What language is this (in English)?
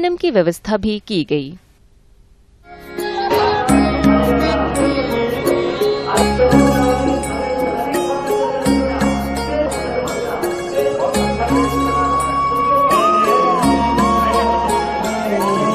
Hindi